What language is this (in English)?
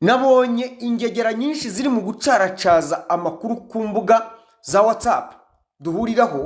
Kinyarwanda